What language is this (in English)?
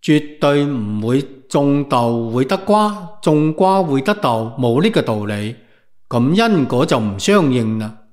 Cantonese